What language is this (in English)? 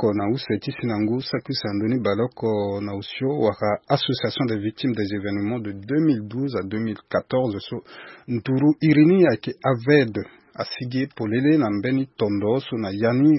Sango